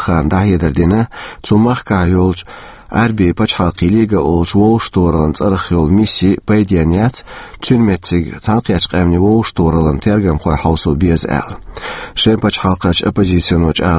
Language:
Chechen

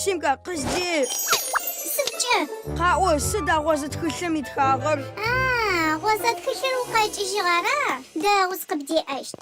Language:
Adyghe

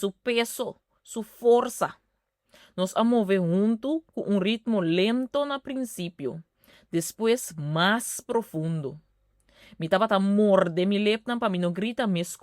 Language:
Papiamento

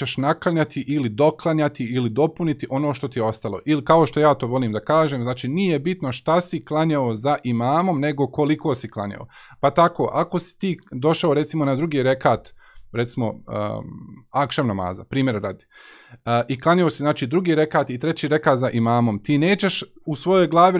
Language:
Bosnian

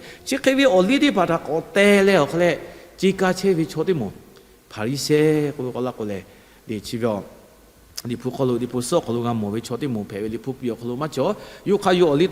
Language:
Lahu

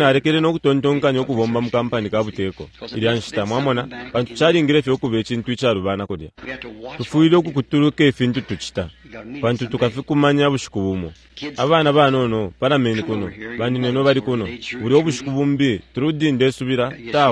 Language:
Bemba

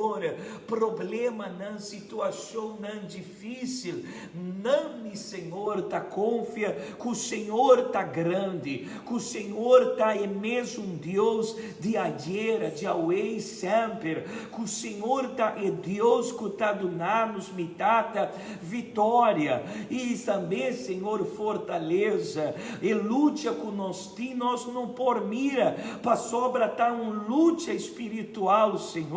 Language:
Papiamento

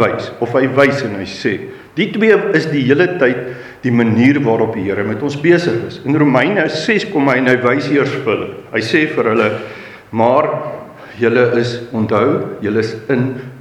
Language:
Afrikaans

